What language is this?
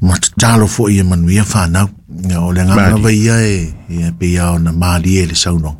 Samoan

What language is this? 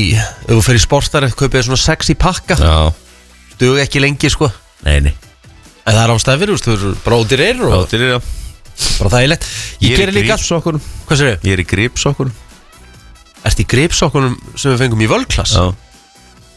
Icelandic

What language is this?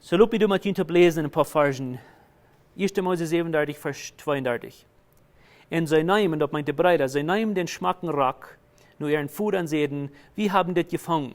Plautdietsch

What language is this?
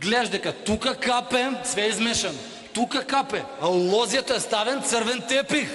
Macedonian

